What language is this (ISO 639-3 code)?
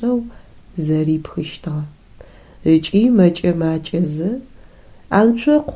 ady